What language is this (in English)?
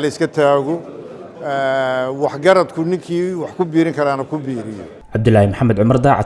Somali